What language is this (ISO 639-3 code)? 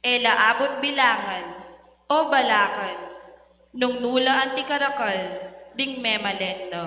pam